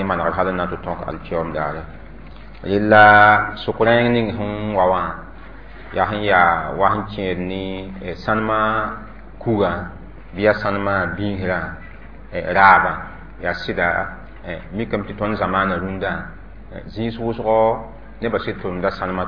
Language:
Mossi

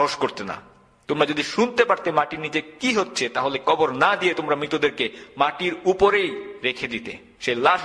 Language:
Bangla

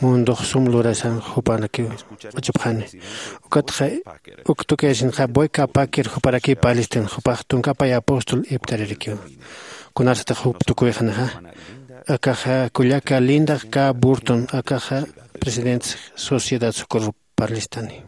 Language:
Aymara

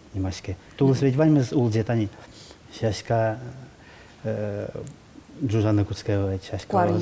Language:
Udmurt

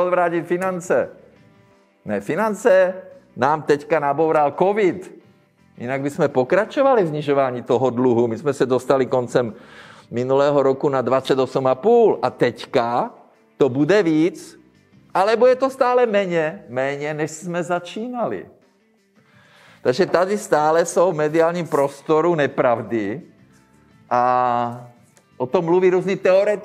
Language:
Czech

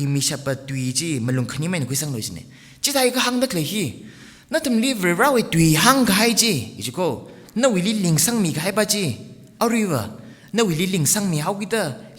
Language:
Tangkhul Naga (India)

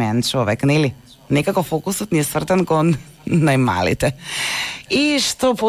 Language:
Macedonian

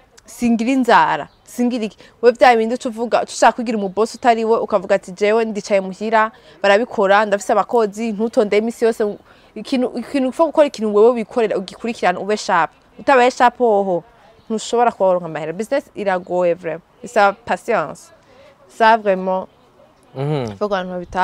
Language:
Rundi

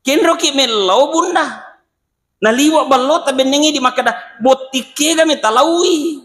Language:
Buginese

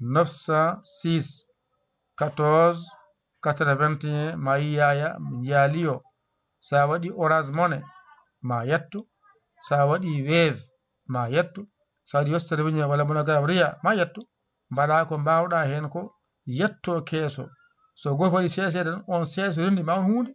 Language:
Fula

